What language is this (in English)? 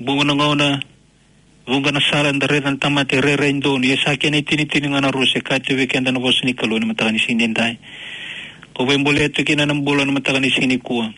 Fijian